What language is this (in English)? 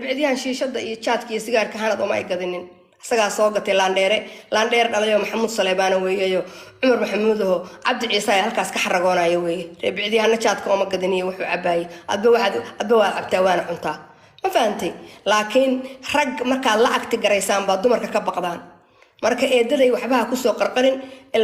Somali